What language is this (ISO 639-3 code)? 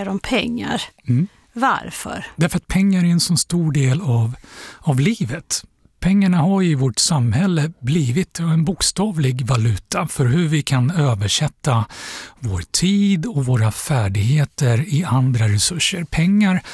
swe